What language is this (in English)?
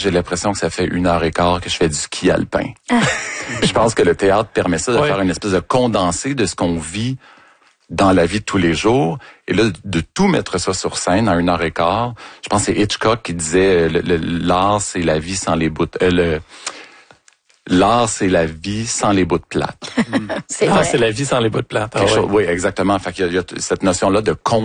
French